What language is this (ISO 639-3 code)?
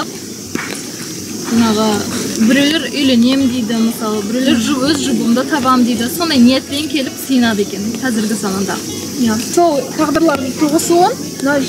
kaz